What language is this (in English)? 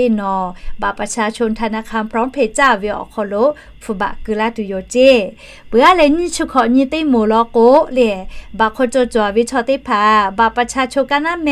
Lahu